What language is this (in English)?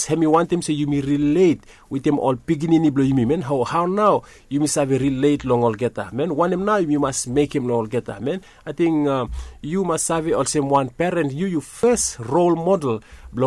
Bislama